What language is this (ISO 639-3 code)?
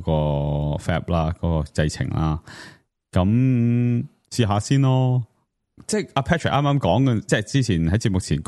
yue